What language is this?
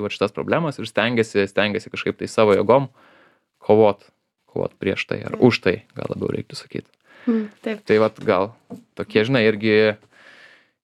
Lithuanian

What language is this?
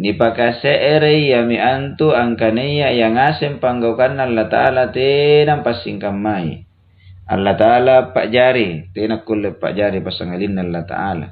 Makasar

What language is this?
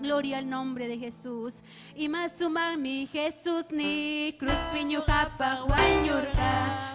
Ayacucho Quechua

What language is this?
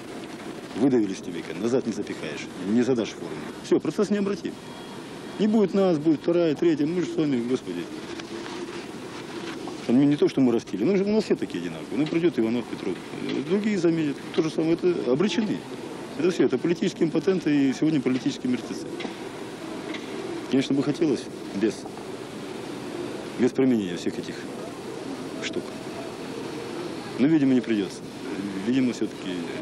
Russian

